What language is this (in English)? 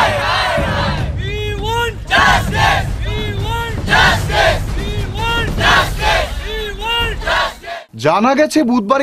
Bangla